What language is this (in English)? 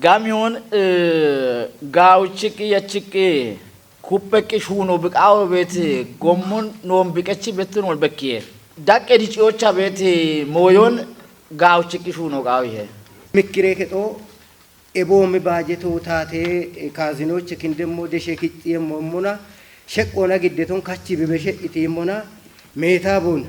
Kafa